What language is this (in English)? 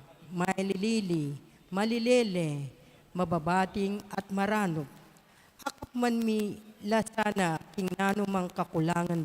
Pampanga